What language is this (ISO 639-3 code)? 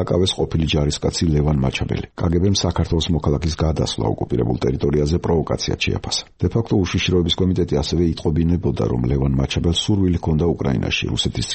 kat